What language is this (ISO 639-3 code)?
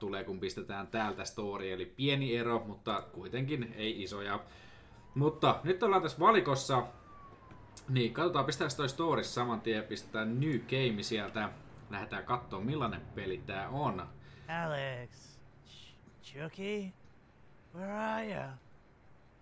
fin